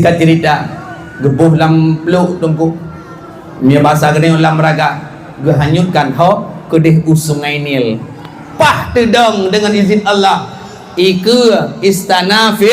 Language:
Achinese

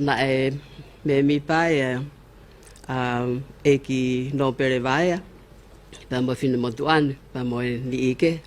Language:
Tongan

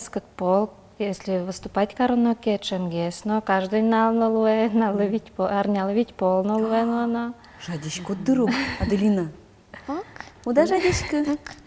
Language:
Udmurt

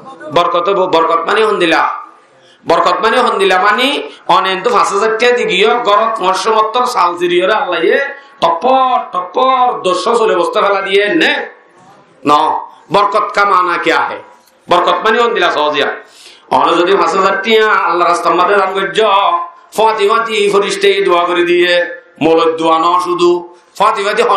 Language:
Rohingya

